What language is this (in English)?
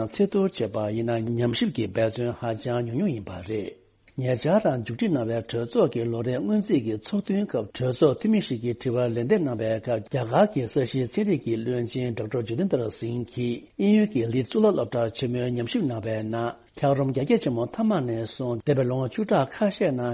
Tibetan